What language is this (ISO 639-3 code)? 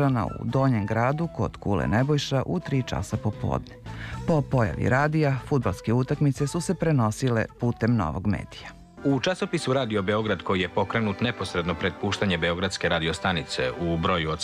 srp